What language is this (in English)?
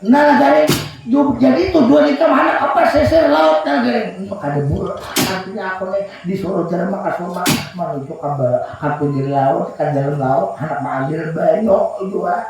Banjar